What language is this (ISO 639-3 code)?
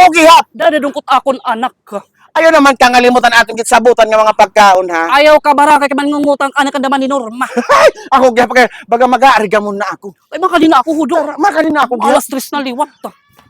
war